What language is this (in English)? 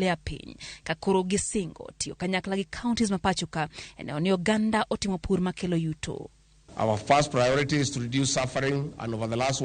Luo (Kenya and Tanzania)